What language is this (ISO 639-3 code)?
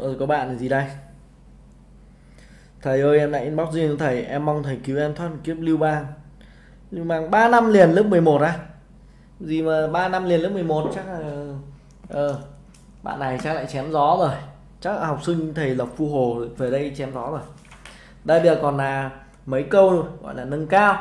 vie